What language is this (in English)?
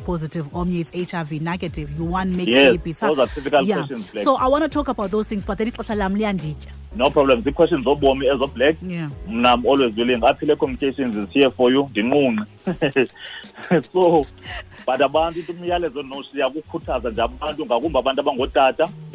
Xhosa